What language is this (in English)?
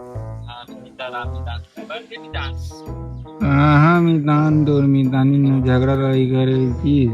Chhattisgarhi